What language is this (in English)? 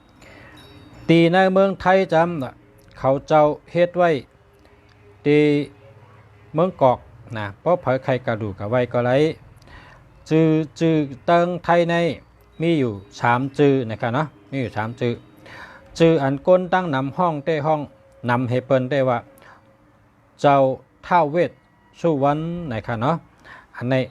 Shan